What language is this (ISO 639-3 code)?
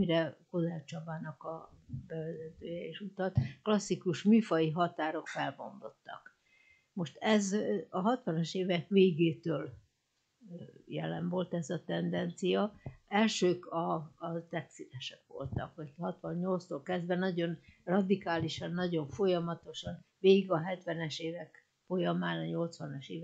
hun